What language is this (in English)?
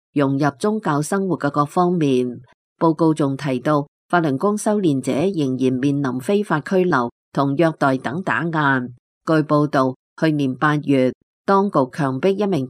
Cantonese